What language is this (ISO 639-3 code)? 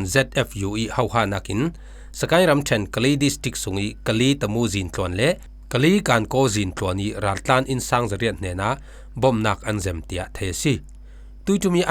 cfm